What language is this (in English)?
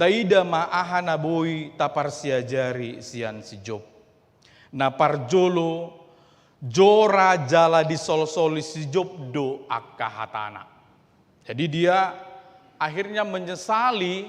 Batak Toba